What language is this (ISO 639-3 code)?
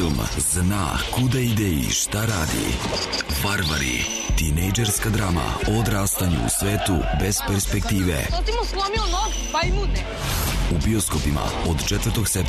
srp